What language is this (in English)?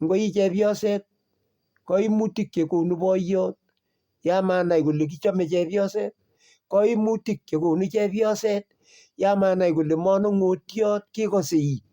Kalenjin